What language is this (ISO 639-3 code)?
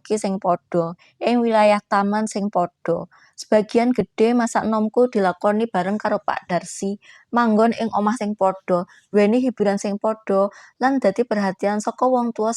jav